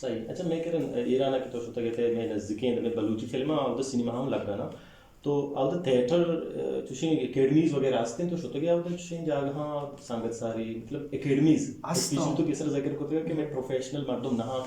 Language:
Eastern Balochi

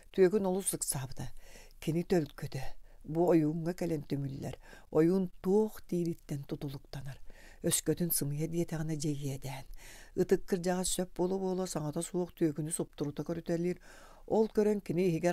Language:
Yakut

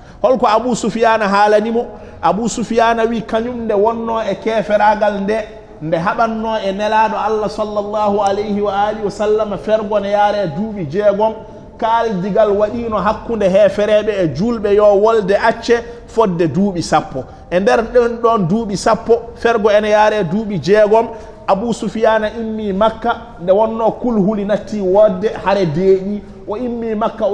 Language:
Fula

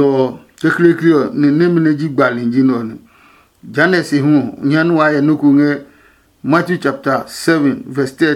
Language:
Adangme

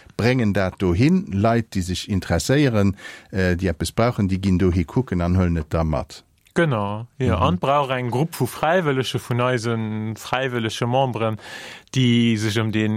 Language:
Luxembourgish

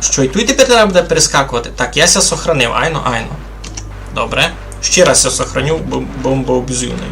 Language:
Rusyn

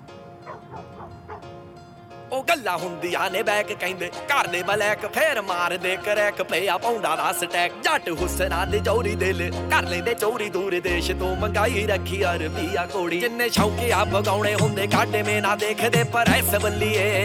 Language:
Punjabi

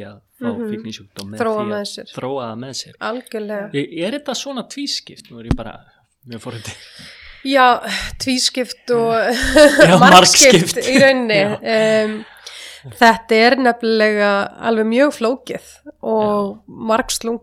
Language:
Icelandic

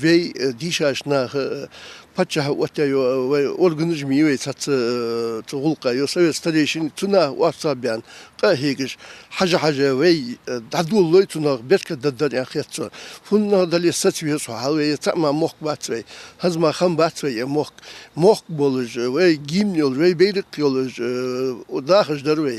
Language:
Ingush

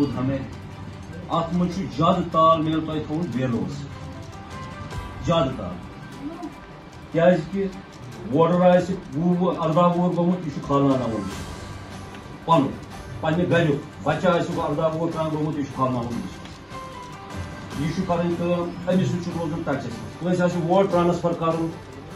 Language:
Kashmiri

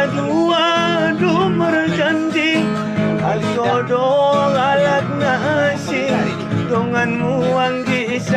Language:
Batak Angkola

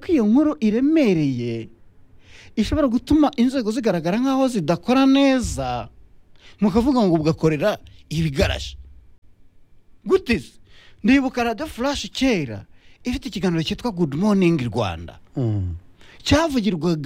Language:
Kinyarwanda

